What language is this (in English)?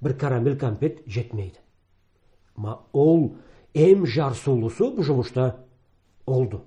Karachay-Balkar